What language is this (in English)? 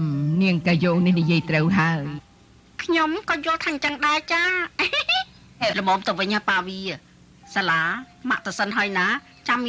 Khmer